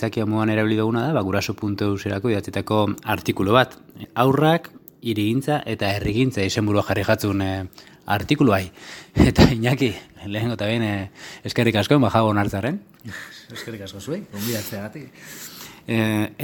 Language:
Basque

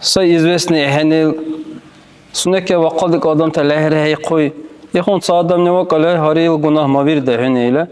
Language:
Dargwa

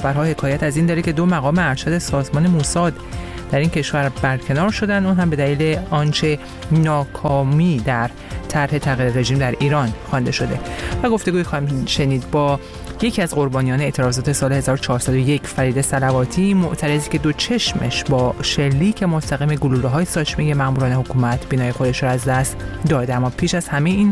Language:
Persian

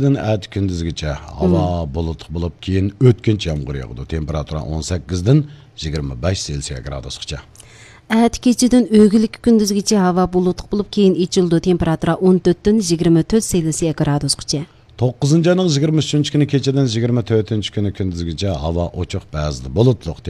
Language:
Uyghur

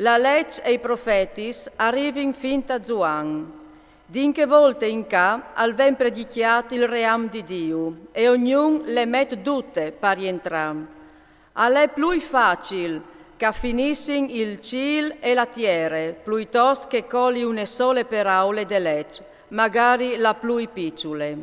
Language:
Friulian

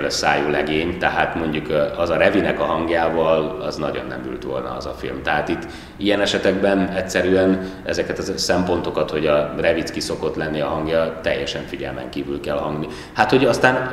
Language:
Hungarian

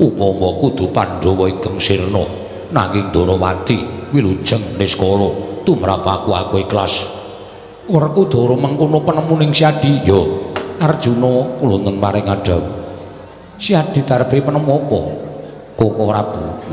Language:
Javanese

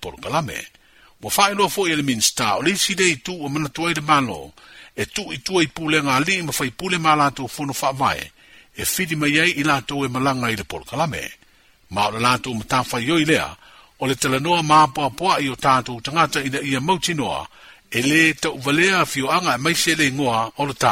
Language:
Samoan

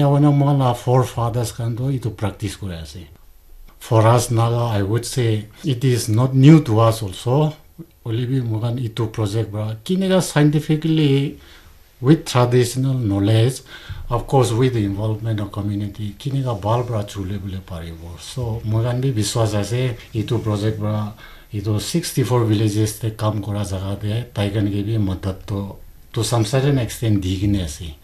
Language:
Naga Pidgin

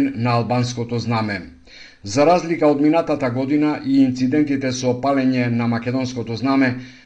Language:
Macedonian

